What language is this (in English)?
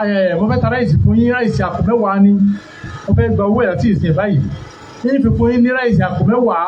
Yoruba